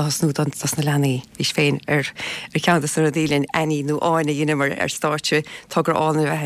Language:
Irish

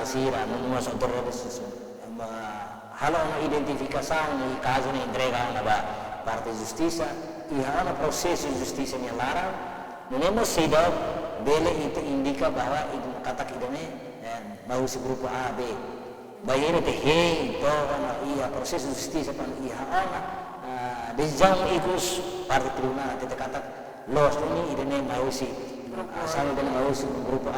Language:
Tetum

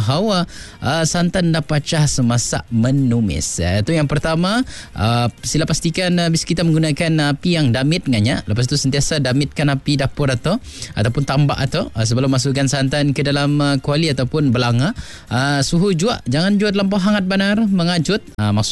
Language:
Malay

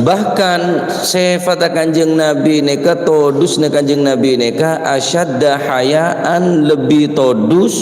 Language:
Madurese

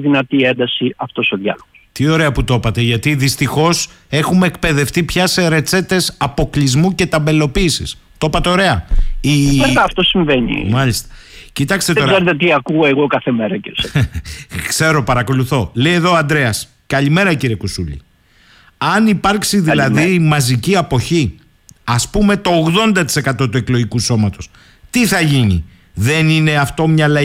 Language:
Greek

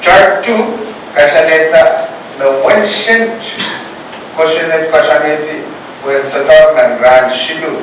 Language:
Pohnpeian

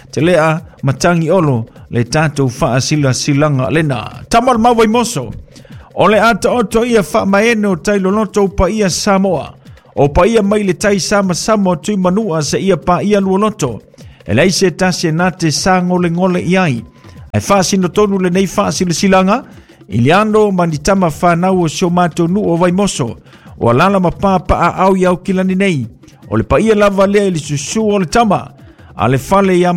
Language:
Samoan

